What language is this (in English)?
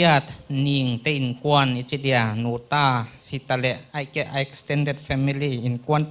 Paite Chin